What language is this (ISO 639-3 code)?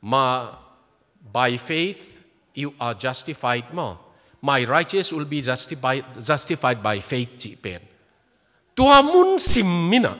ctd